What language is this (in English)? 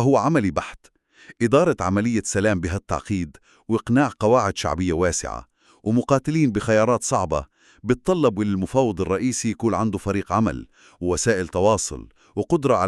North Levantine Arabic